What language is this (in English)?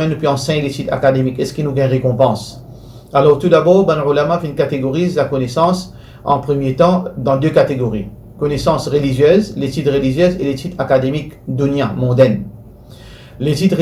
Morisyen